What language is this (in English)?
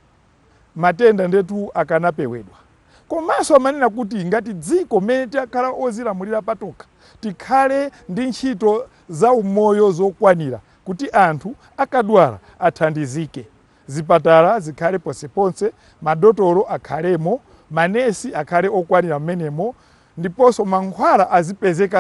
Nyanja